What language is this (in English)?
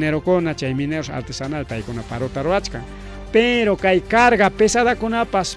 Ayacucho Quechua